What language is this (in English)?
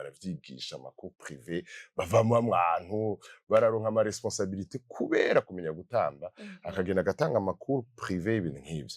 Rundi